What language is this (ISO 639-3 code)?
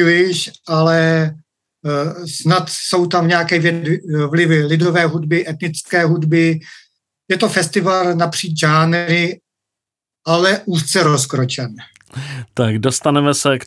ces